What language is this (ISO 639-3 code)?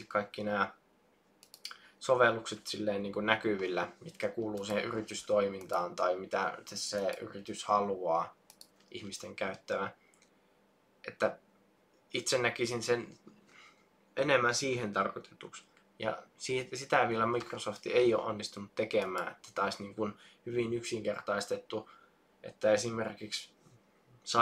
fin